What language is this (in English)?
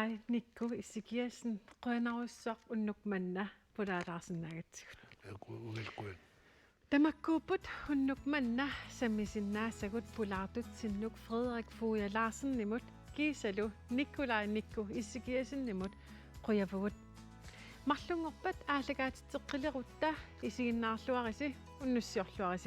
Kalaallisut